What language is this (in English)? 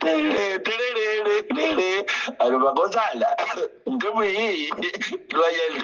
Nyanja